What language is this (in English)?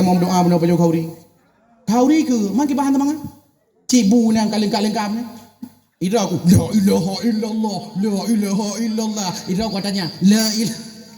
Achinese